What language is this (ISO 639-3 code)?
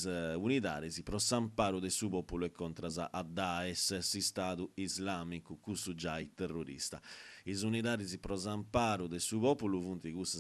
srd